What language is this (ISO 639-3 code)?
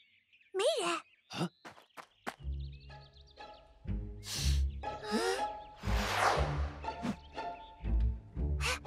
zho